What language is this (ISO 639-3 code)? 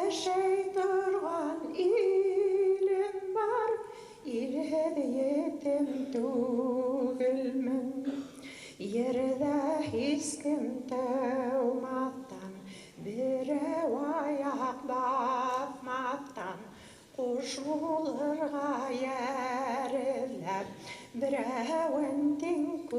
bak